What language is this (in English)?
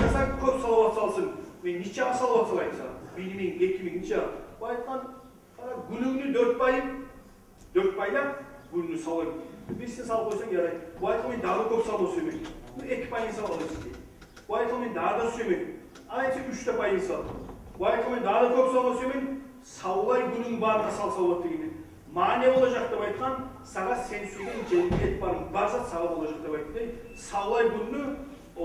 Kumyk